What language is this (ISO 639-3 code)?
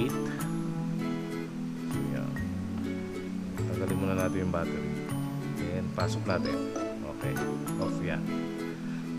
fil